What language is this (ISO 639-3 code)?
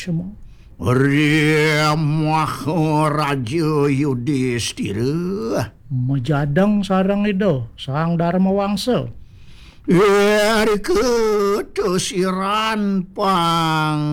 ban